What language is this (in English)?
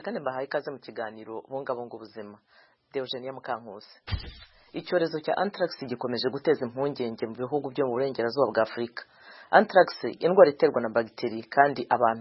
Kinyarwanda